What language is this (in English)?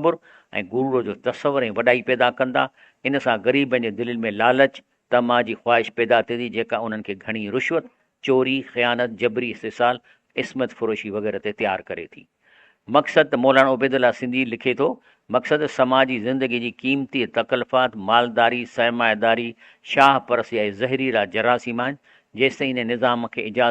Sindhi